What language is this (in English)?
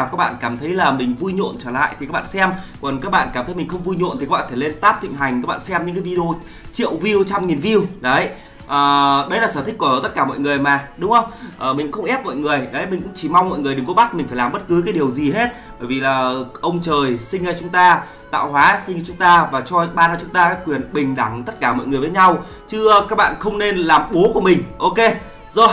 Vietnamese